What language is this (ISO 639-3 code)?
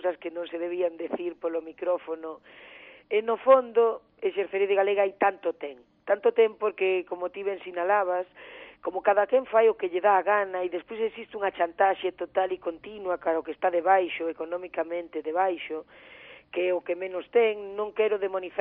glg